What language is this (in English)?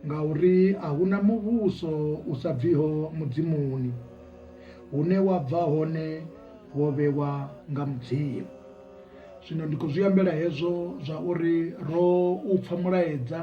Venda